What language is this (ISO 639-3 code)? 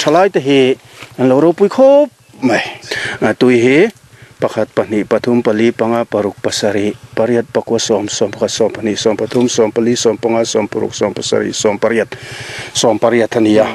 lus